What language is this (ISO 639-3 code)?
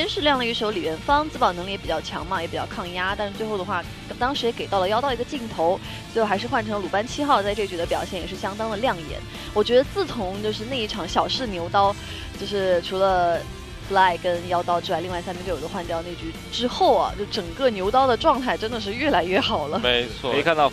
zho